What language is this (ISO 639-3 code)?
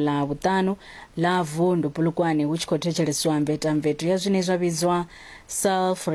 ven